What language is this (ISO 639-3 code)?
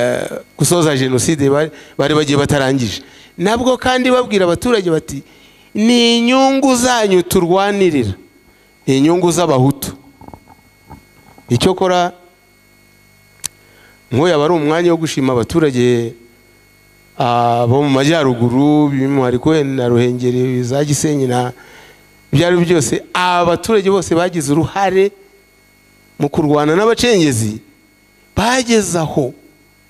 kin